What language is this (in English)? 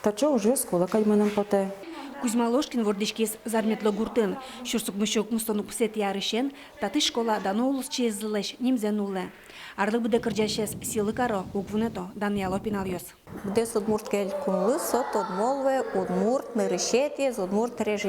Udmurt